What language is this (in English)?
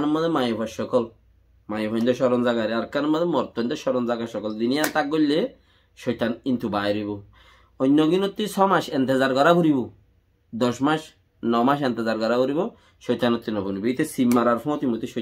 Rohingya